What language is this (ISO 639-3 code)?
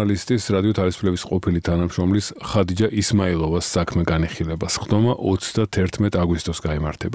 kat